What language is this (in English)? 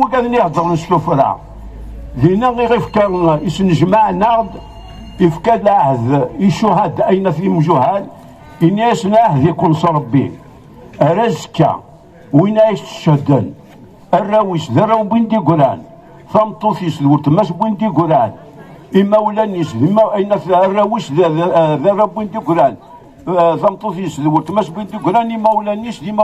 Kabyle